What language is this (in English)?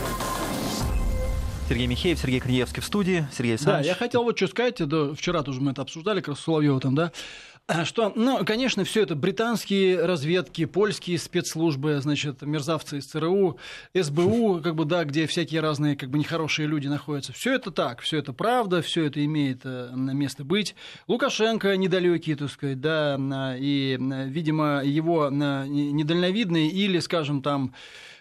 Russian